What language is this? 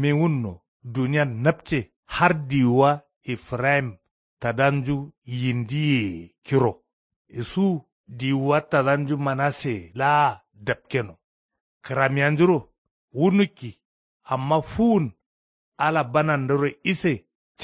Kanuri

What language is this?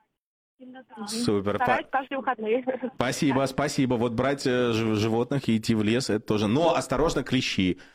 Russian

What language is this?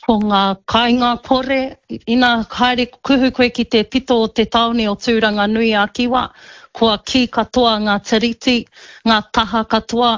Māori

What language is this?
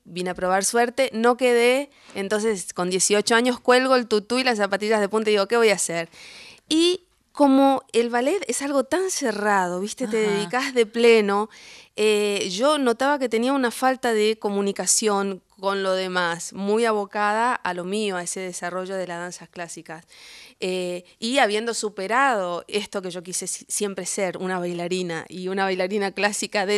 Spanish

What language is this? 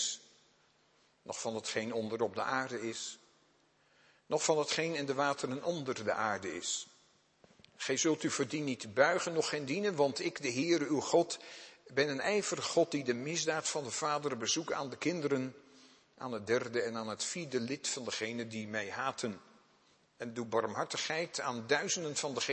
Dutch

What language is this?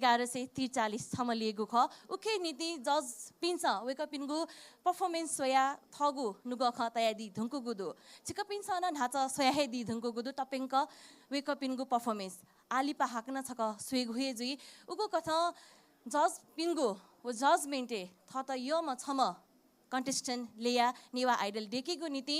Newari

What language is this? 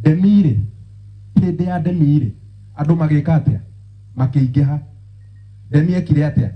Kikuyu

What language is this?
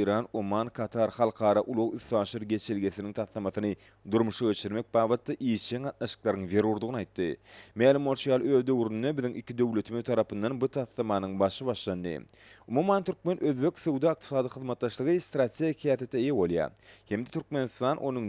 Turkmen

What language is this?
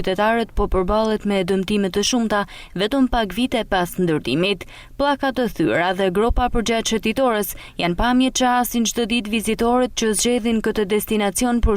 Albanian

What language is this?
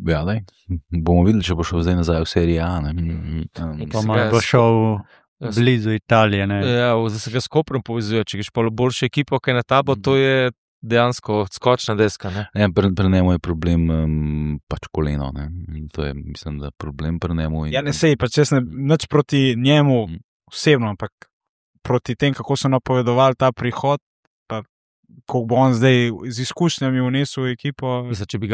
Slovenian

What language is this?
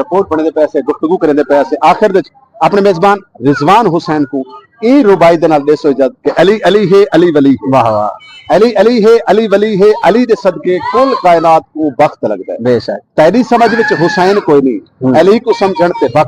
Saraiki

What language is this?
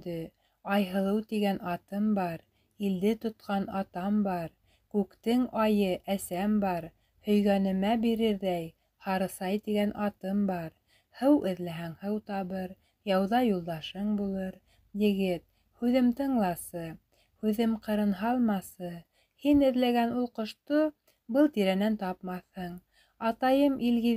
Bashkir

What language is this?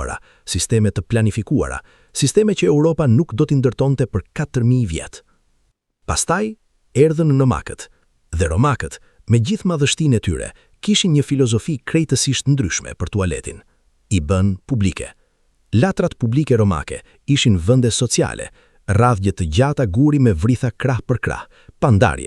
Albanian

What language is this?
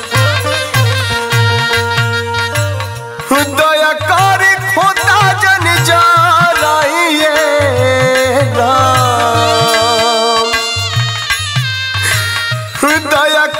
Bhojpuri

